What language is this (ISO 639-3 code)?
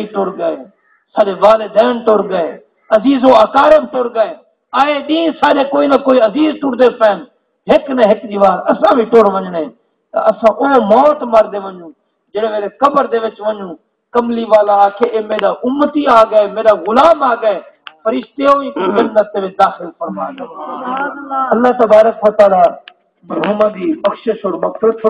skr